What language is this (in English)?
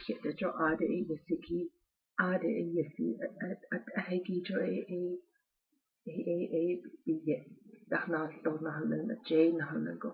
Navajo